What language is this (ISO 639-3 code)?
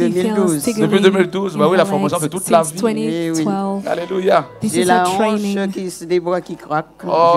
fra